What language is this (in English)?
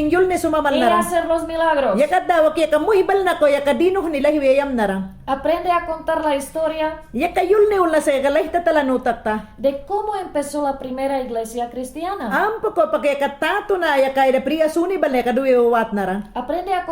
Mayangna